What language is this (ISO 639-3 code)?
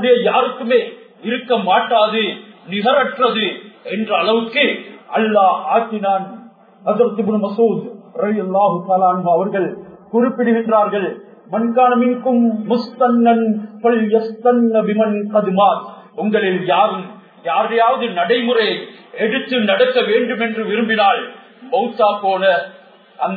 tam